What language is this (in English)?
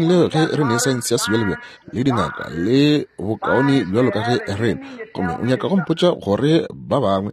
Northern Sotho